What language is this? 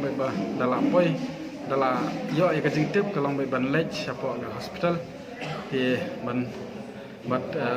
Khasi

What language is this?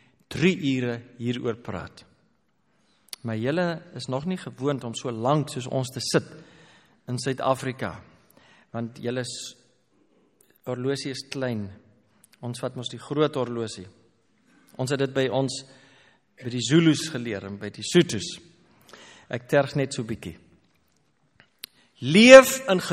Afrikaans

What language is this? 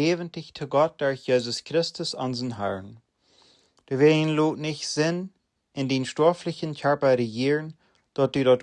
Plautdietsch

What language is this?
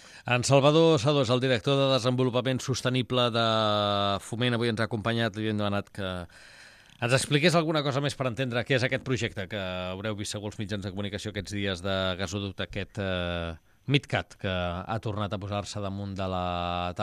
Catalan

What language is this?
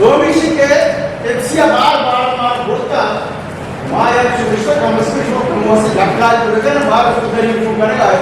Eastern Balochi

